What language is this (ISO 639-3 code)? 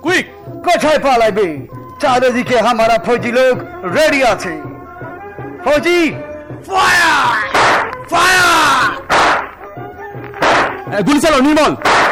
ben